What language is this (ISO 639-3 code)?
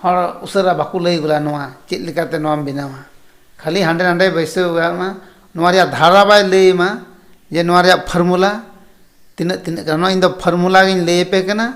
sat